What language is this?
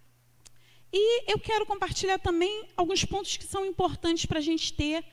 Portuguese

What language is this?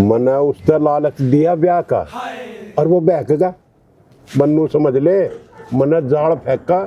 Haryanvi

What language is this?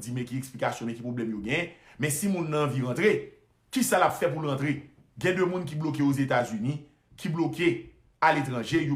Haitian Creole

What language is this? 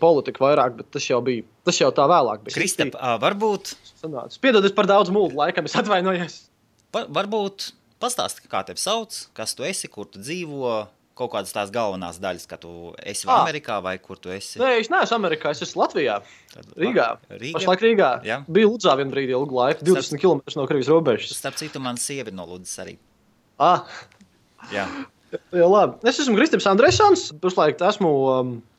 Latvian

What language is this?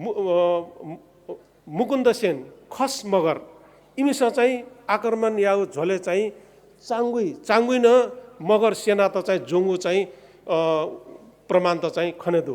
Newari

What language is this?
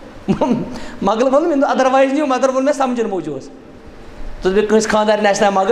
Kashmiri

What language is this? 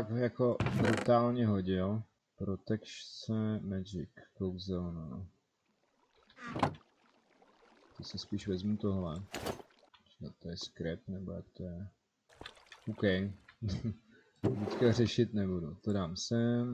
Czech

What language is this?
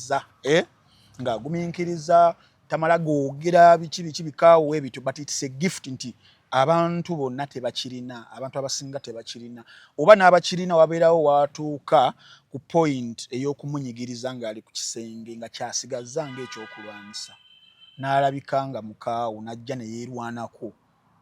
Ganda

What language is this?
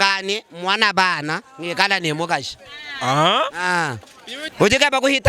Luba-Lulua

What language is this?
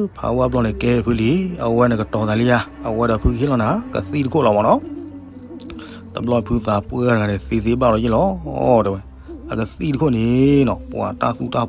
S'gaw Karen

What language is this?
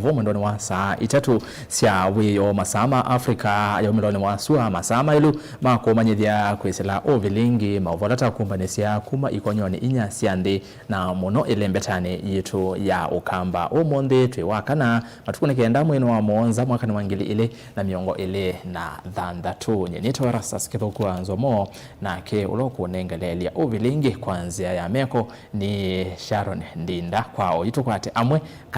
Kamba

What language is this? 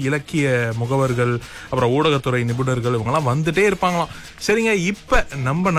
Tamil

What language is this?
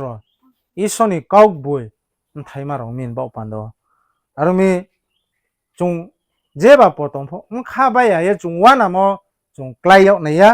Riang (India)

